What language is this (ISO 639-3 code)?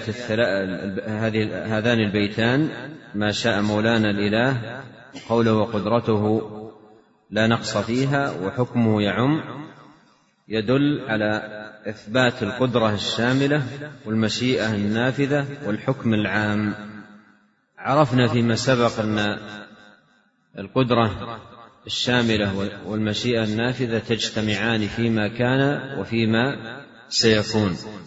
ara